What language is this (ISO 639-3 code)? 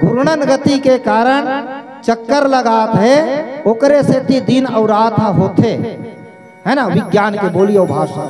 hne